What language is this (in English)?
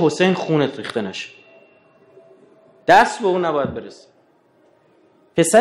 Persian